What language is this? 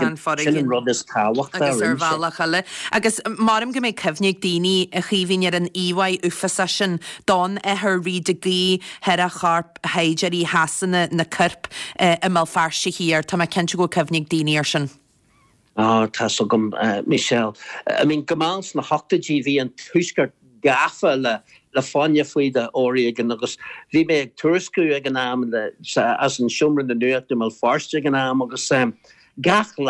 Irish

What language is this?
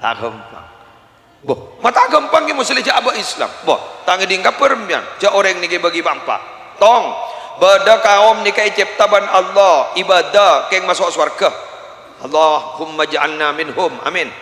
Madurese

